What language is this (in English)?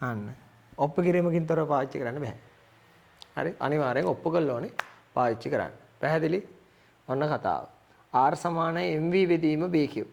Sinhala